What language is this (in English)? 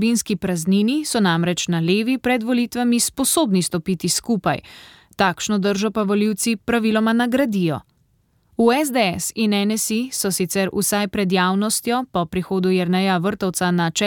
Slovenian